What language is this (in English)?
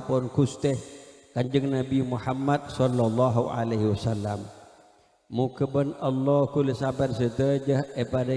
Madurese